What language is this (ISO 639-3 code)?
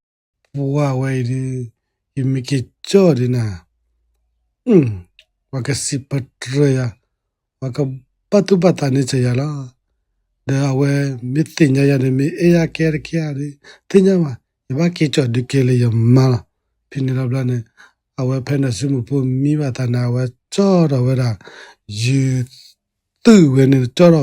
ksw